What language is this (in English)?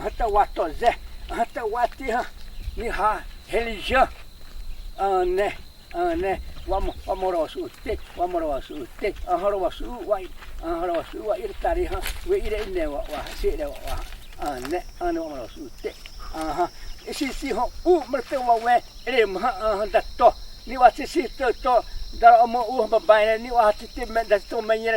Xavánte